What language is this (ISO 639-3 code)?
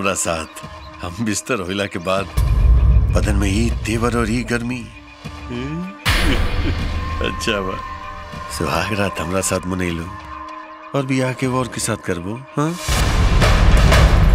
bho